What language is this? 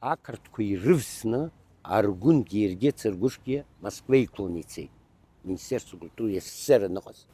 Abkhazian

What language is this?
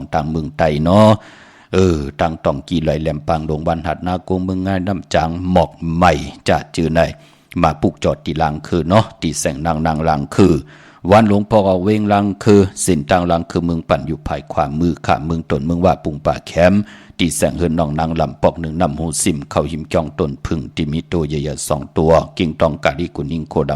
Shan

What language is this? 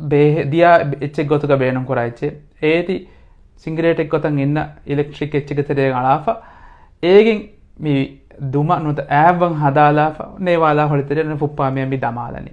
Divehi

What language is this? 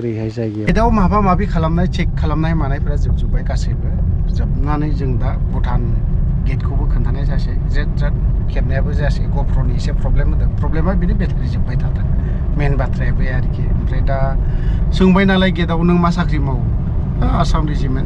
Bodo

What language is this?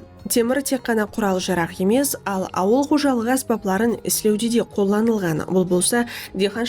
Kara-Kalpak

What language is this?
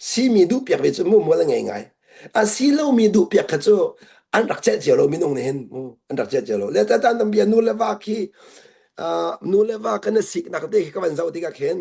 Hakha Chin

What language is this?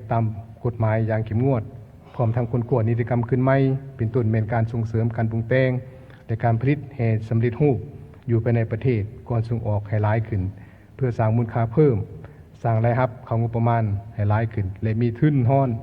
Lao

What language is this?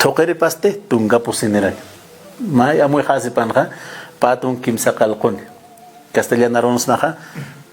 Aymara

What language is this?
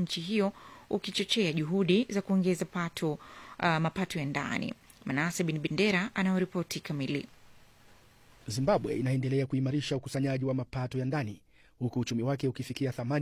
Swahili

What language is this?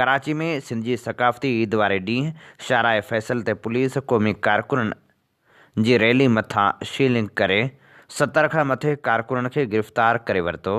Sindhi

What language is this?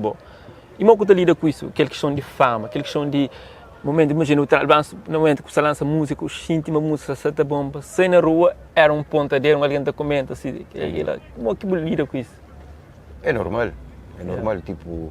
Kabuverdianu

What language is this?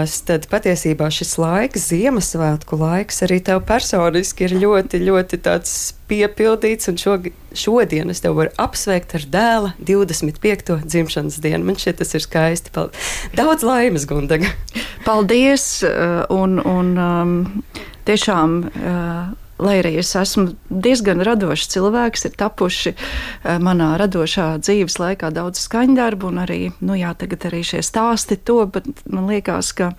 Latvian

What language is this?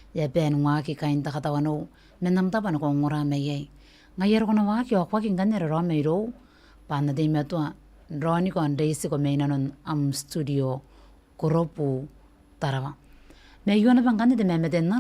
Gilbertese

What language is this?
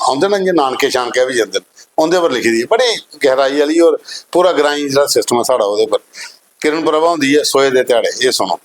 Dogri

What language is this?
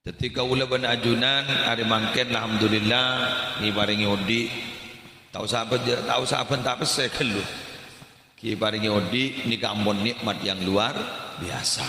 Madurese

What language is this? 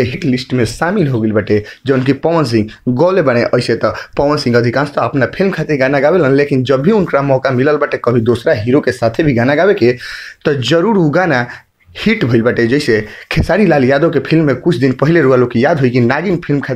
Bhojpuri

